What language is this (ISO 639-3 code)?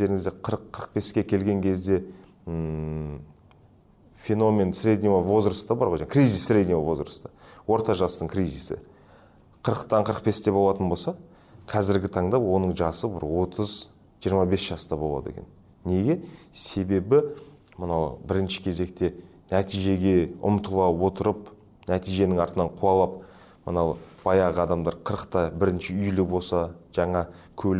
kaz